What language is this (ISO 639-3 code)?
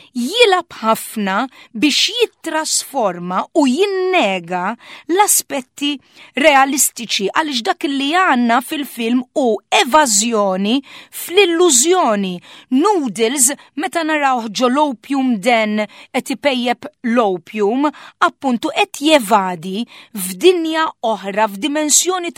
mlt